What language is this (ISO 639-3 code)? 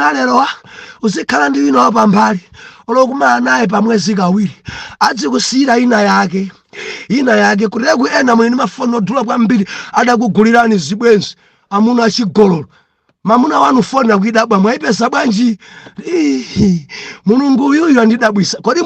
nya